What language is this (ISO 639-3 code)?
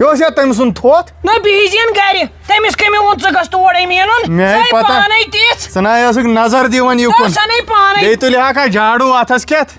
kas